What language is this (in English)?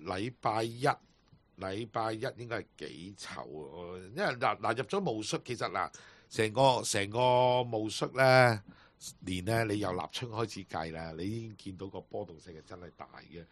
Cantonese